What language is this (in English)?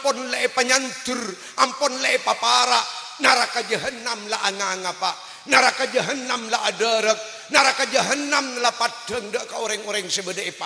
Madurese